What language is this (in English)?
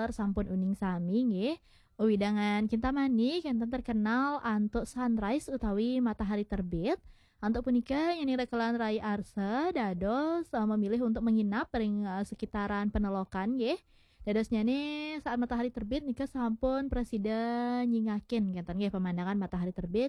Balinese